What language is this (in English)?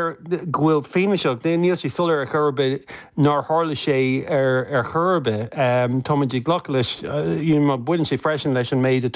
Irish